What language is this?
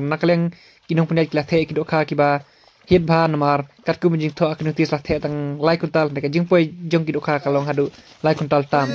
Khasi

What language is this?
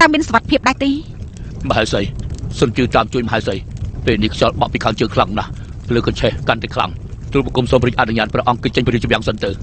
Khmer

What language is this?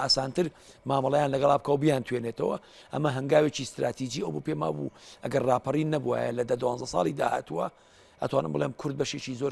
Central Kurdish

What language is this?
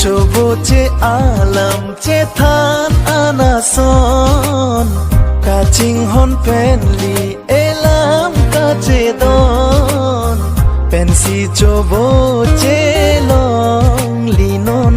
Karbi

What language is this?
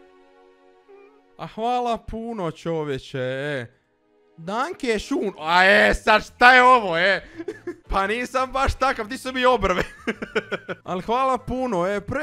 Croatian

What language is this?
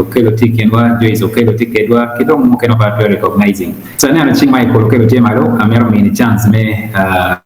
Acoli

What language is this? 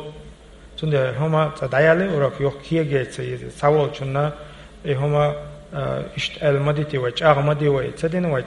Chechen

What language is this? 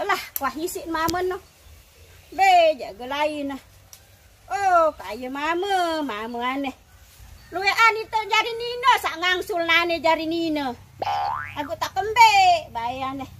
Sasak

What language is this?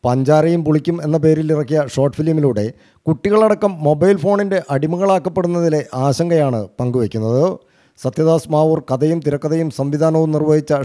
Malayalam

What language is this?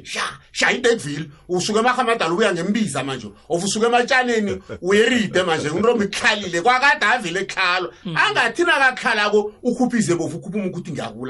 South Ndebele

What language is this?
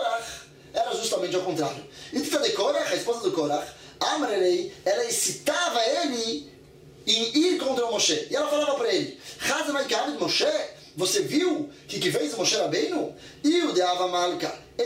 Portuguese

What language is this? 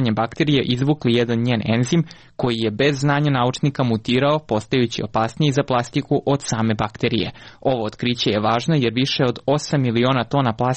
Serbian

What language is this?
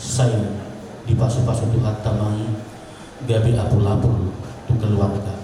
Batak Toba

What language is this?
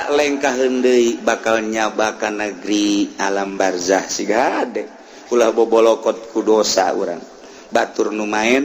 Sundanese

